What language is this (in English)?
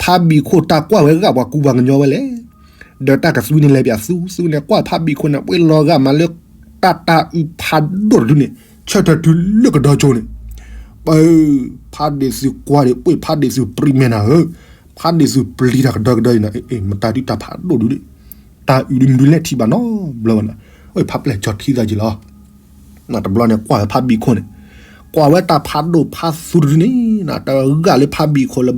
S'gaw Karen